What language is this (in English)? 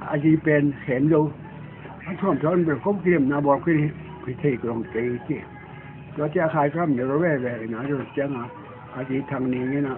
Tedim Chin